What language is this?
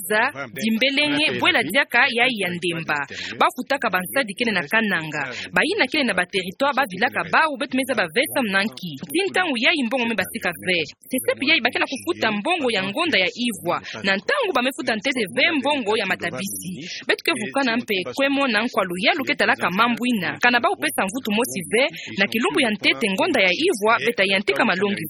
Kituba (Democratic Republic of Congo)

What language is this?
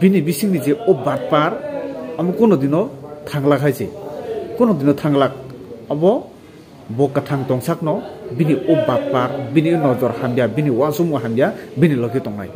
Kok Borok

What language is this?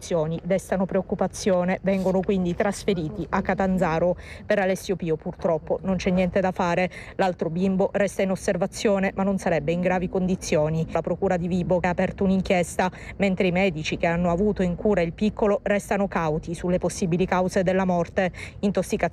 Italian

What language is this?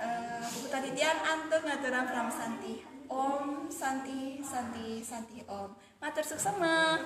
Balinese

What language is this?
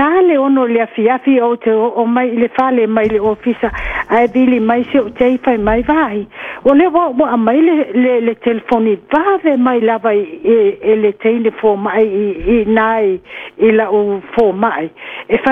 Samoan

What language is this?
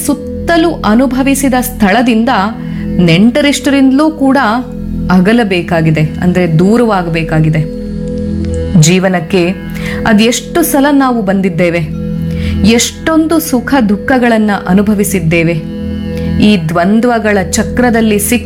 Kannada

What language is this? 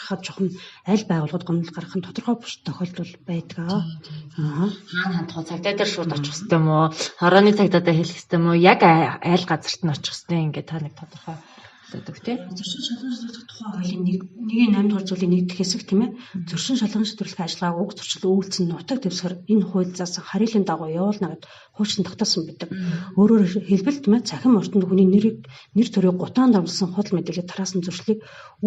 Mongolian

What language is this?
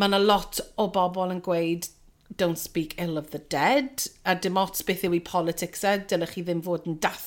Welsh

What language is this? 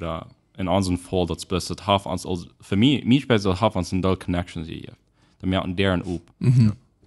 Plautdietsch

